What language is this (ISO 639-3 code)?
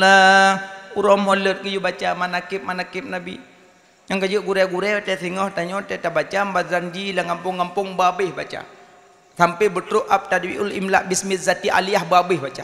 ace